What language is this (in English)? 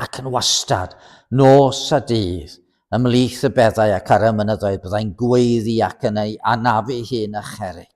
Welsh